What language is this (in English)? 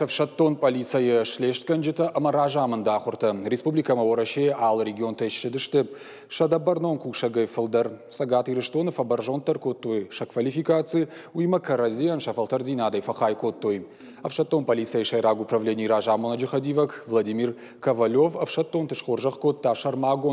Ossetic